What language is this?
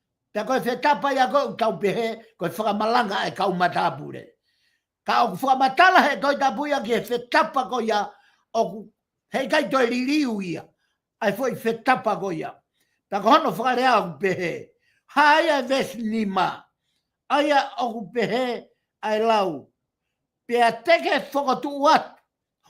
Tongan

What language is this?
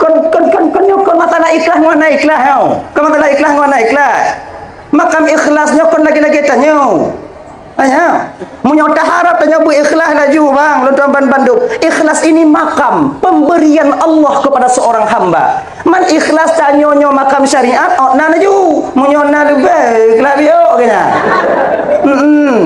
Achinese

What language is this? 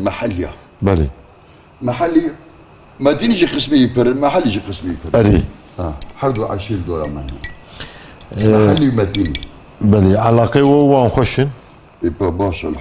Kurdish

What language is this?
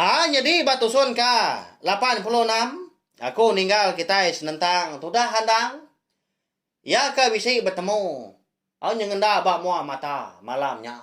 Iban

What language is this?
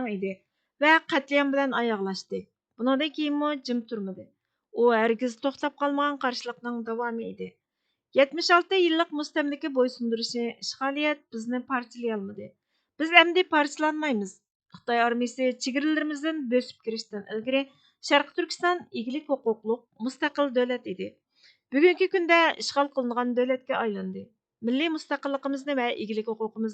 Uyghur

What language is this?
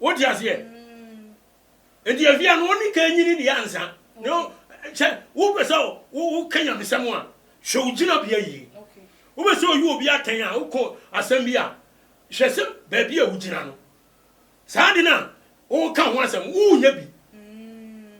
Akan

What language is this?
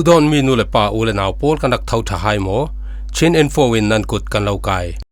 Falam Chin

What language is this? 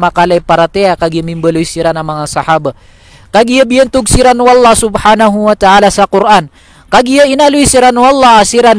Maranao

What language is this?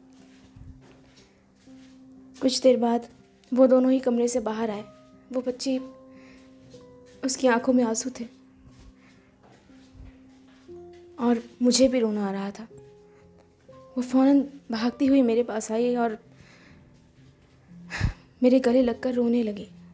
Hindi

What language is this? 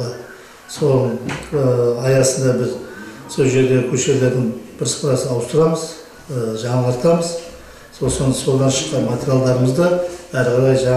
Kazakh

